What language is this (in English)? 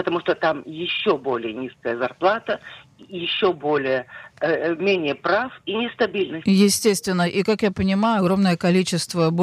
Russian